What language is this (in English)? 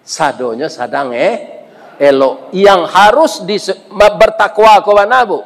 Minangkabau